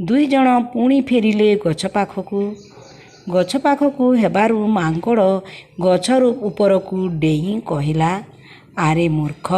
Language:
Odia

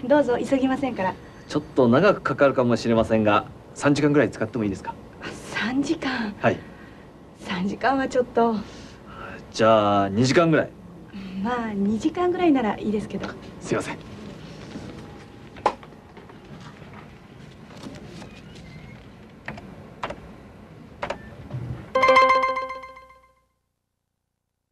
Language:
Japanese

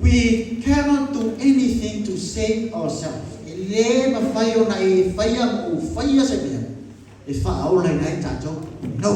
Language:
Samoan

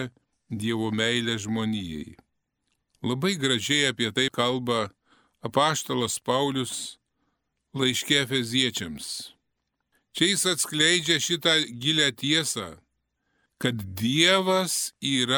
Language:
Lithuanian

